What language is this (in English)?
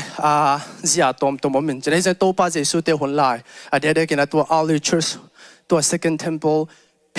Tedim Chin